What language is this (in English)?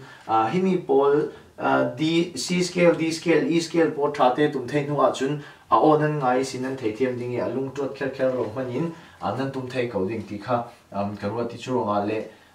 Falam Chin